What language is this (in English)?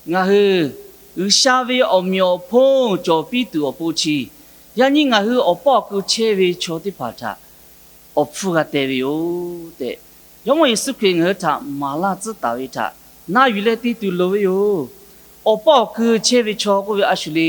Lahu